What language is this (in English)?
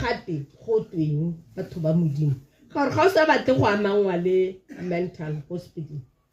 Tswana